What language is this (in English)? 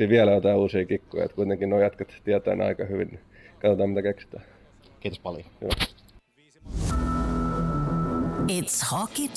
Finnish